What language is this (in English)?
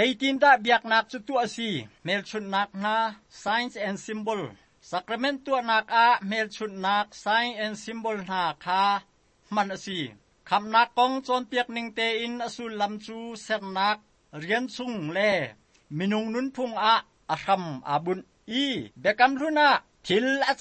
Hakha Chin